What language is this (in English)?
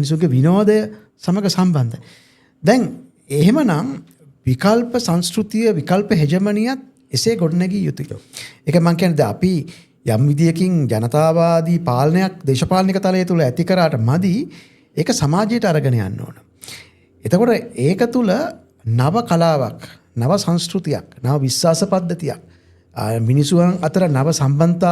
Sinhala